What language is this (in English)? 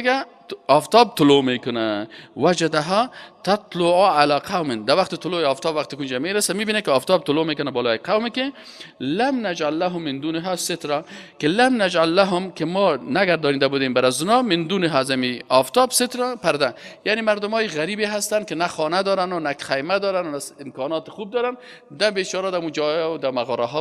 Persian